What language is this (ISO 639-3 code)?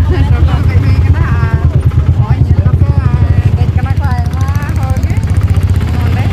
sat